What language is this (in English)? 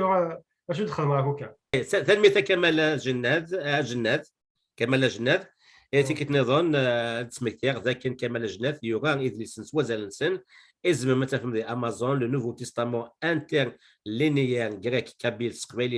Kabyle